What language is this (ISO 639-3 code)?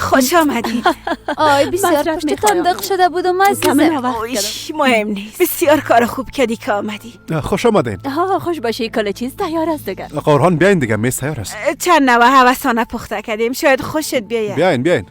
fas